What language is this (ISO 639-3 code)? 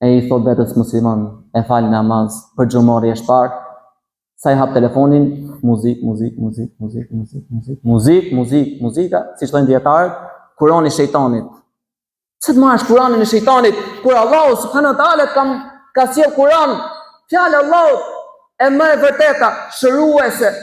sqi